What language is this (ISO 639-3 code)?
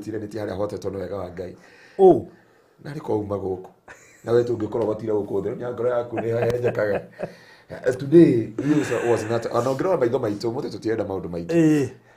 kik